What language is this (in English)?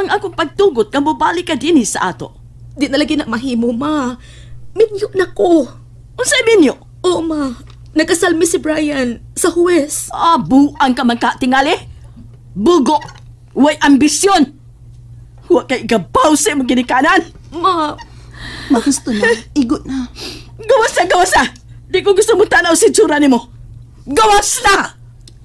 Cebuano